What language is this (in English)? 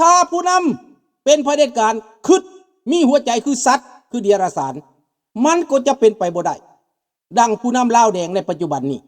Lao